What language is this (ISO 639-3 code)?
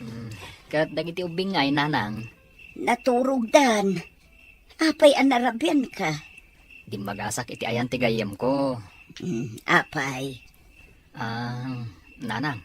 ilo